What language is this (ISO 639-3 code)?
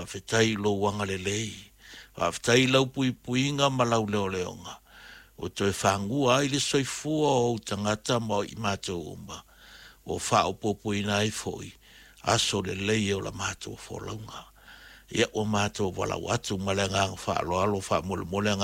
smo